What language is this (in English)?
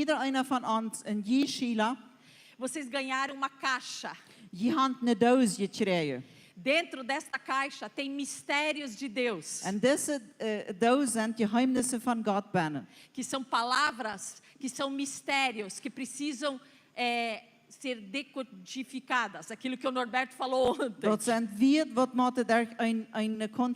Plautdietsch